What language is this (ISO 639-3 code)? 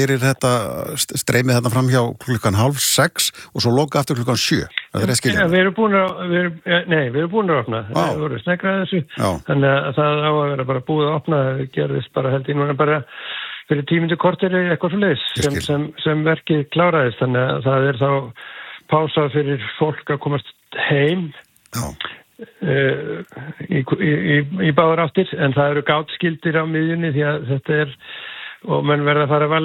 isl